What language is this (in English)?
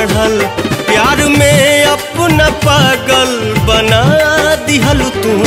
Bhojpuri